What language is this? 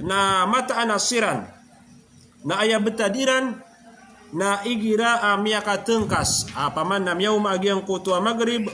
Maranao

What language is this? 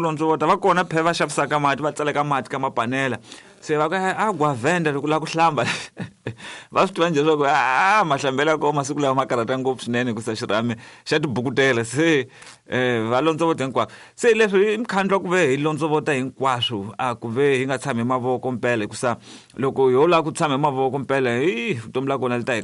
Tsonga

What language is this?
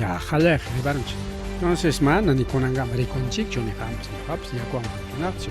Ayacucho Quechua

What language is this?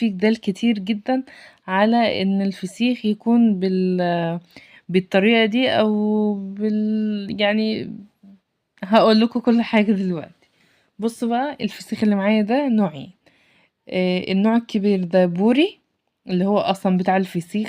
Egyptian Arabic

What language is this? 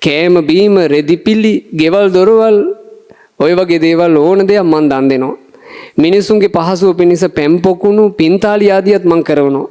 Sinhala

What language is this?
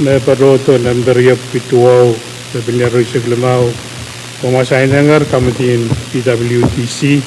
Pohnpeian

